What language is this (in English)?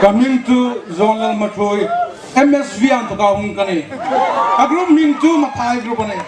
Hmar